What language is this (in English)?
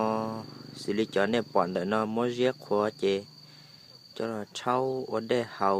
Hmong